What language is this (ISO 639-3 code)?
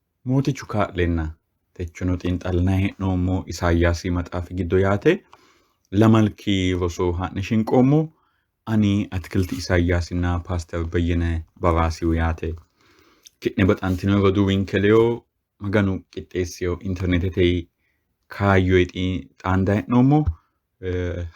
sid